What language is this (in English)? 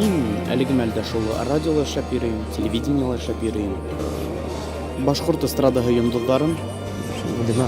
Bashkir